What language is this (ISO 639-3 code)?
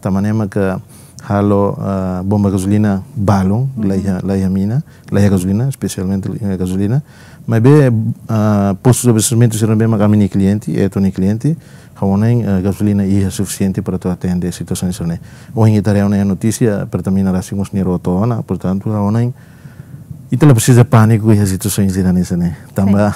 tet